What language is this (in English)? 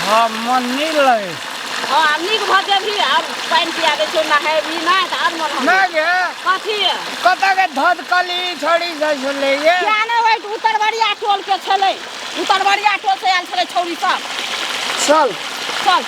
Maithili